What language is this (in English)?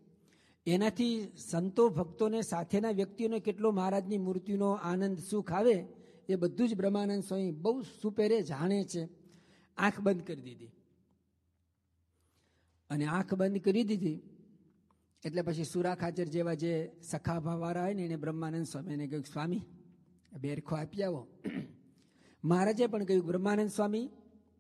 Gujarati